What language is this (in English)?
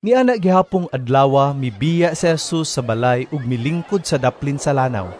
Cebuano